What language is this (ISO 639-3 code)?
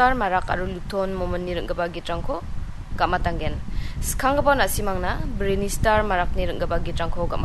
grt